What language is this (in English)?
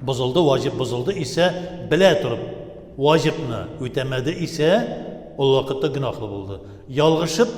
Tatar